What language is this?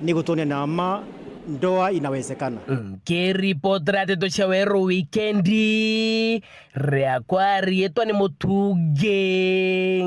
Meru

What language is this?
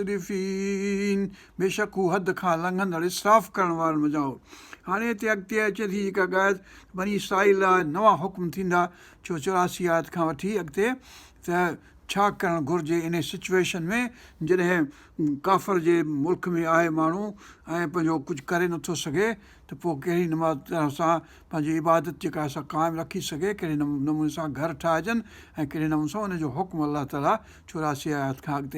Sindhi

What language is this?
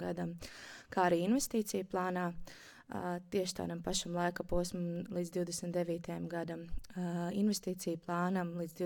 Latvian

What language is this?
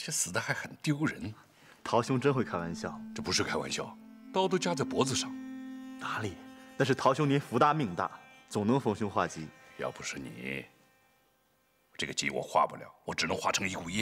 Chinese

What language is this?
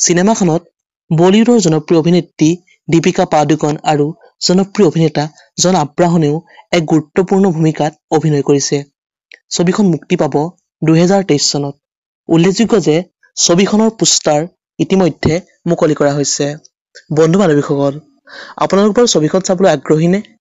Assamese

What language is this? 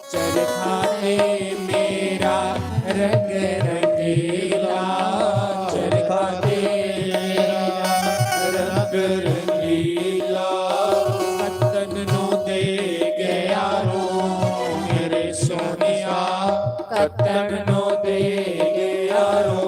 Dogri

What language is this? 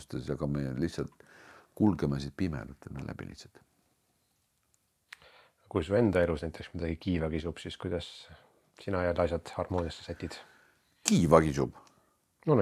Estonian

